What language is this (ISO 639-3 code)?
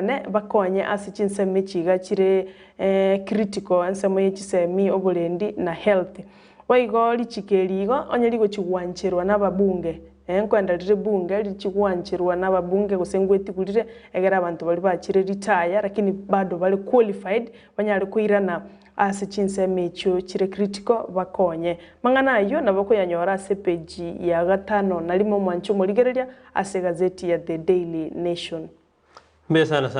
guz